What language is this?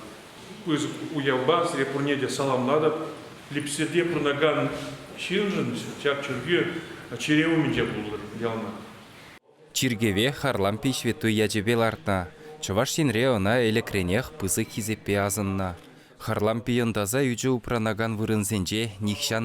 Chuvash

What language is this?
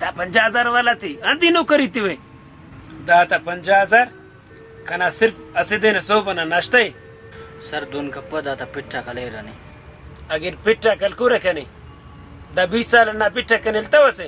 Brahui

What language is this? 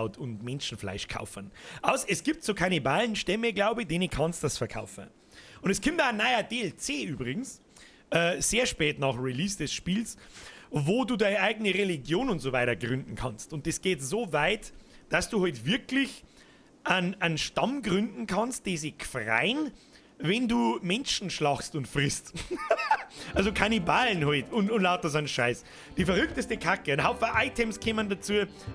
Bavarian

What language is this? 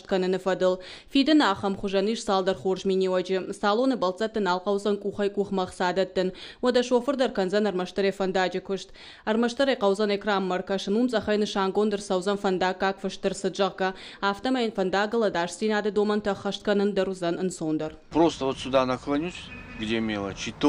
Ossetic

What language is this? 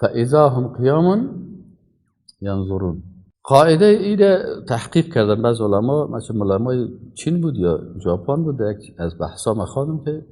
Persian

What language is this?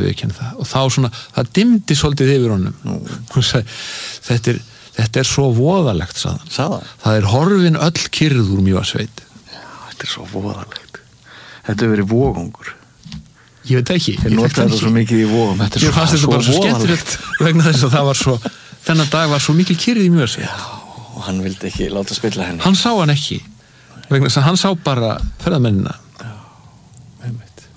Icelandic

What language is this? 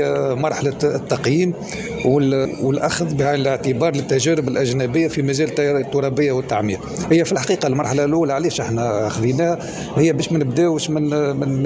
Tunisian Arabic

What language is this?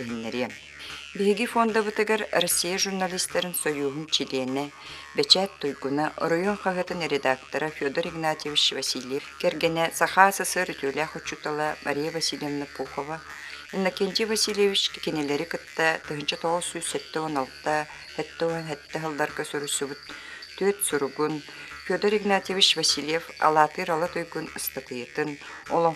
Yakut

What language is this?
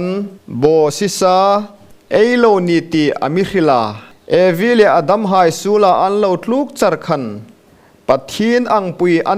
Hmar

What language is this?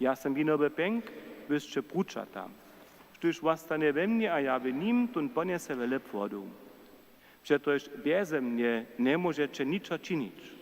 Upper Sorbian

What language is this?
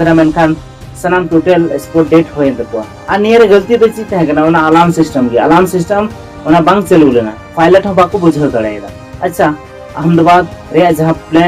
Santali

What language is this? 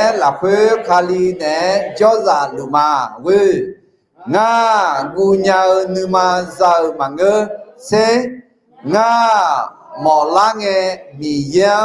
Akha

